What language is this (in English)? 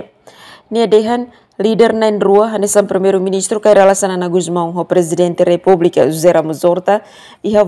Tetum